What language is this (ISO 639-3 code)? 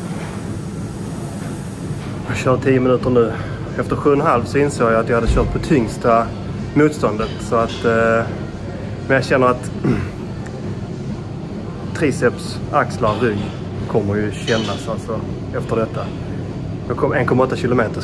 swe